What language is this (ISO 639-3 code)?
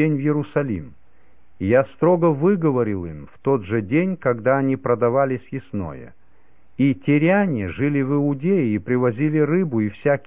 rus